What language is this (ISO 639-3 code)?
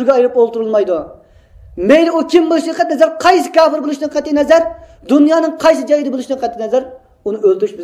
uig